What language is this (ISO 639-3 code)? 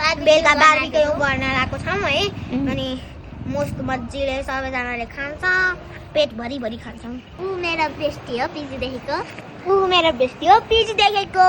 nep